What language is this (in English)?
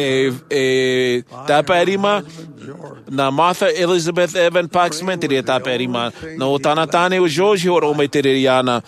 Tahitian